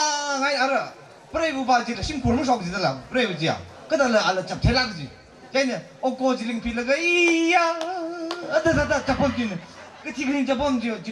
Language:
Tangkhul Naga (India)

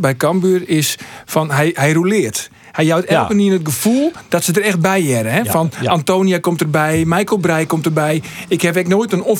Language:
Western Frisian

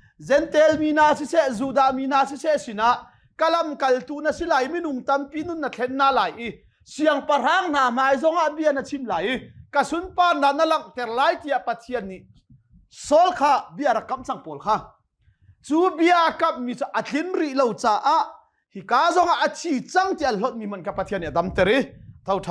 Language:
Hakha Chin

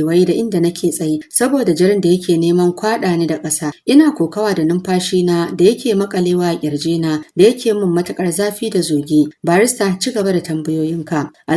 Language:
Hausa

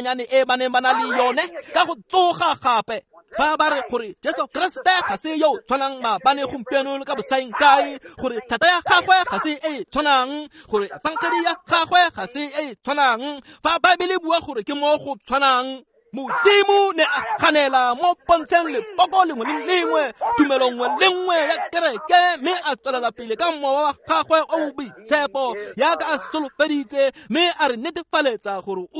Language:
Tswana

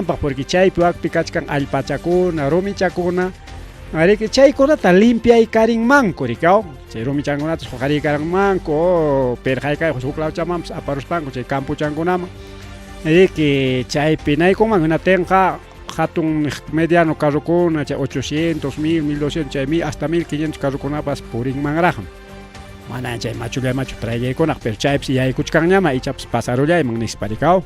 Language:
Ayacucho Quechua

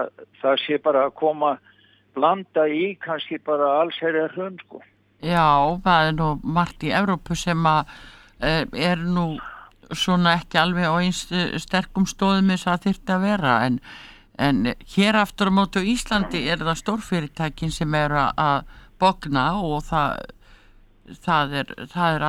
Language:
Icelandic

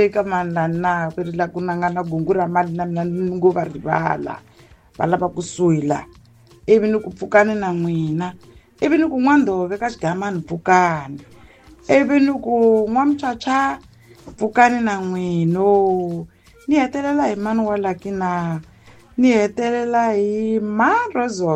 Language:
Tsonga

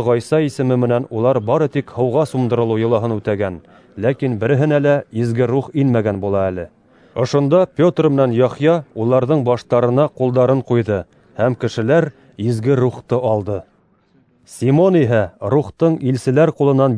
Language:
Bashkir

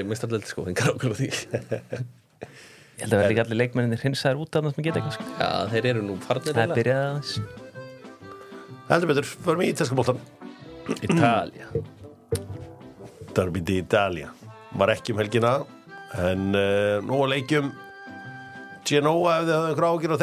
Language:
Icelandic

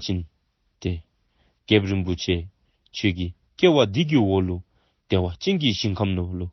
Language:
Dzongkha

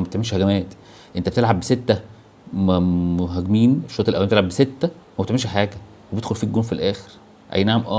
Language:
Egyptian Arabic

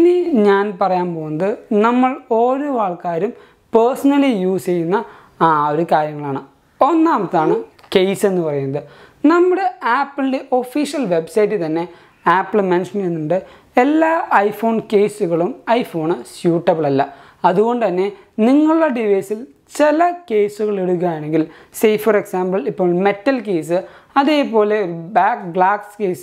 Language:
Malayalam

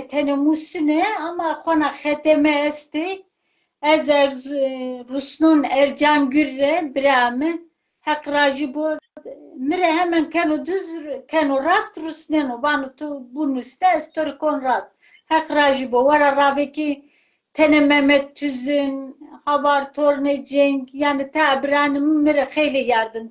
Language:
Zaza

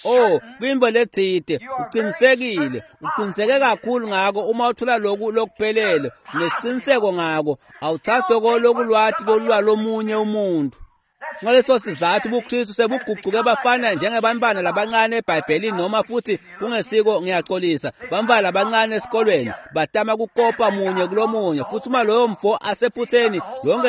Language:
Swati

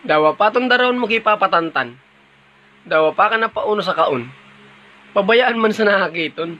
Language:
Bikol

